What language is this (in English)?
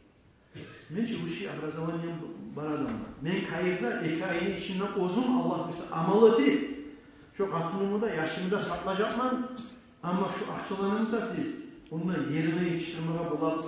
Kumyk